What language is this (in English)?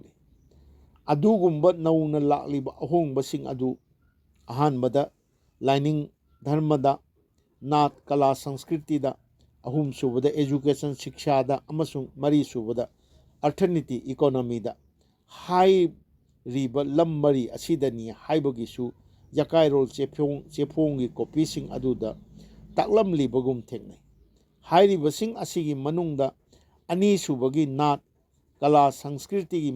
Manipuri